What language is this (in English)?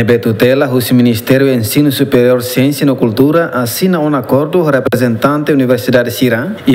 Tetum